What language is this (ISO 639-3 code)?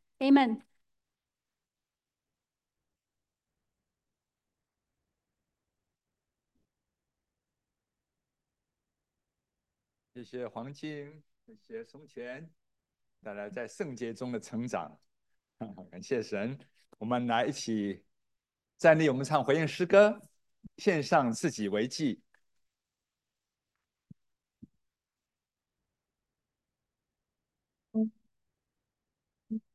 zho